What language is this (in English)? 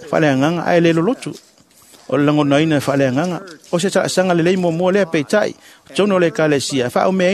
Samoan